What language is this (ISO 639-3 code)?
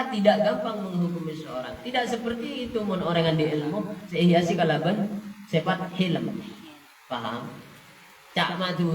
mad